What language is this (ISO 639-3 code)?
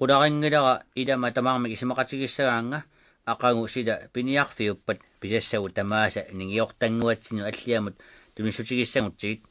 kal